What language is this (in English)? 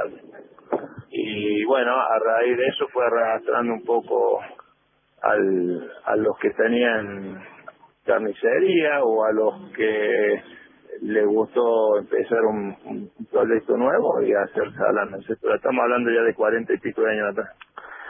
Spanish